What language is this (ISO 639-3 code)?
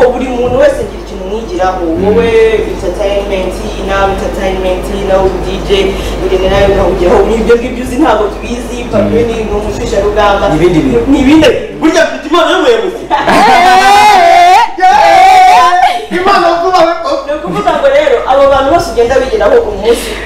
kin